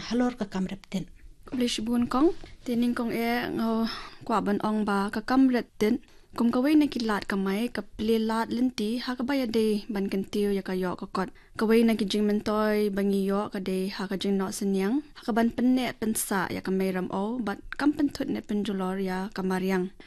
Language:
Khasi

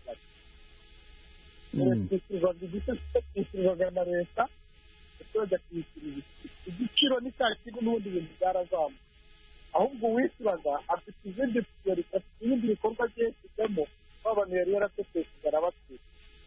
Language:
Kinyarwanda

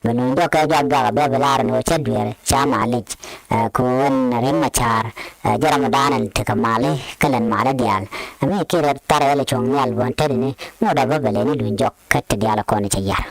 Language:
Nuer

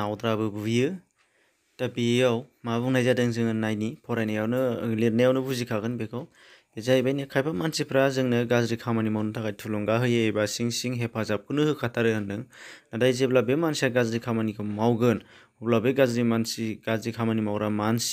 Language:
Bodo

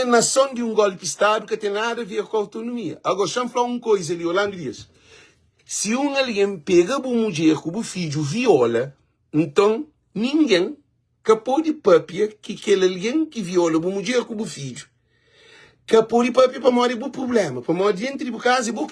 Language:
Kabuverdianu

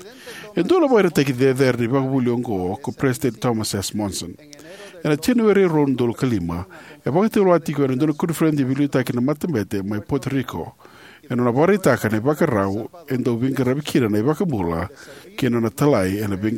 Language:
Fijian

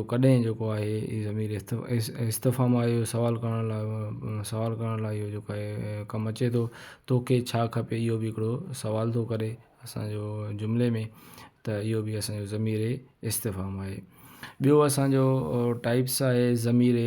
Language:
Sindhi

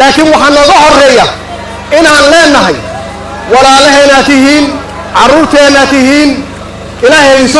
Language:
Somali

